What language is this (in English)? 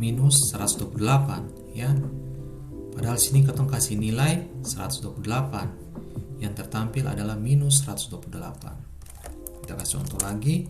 Ambonese Malay